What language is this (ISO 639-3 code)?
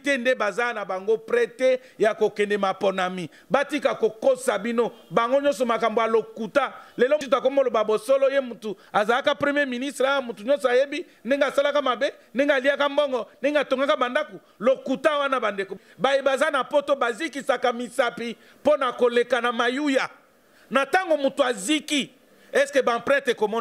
lin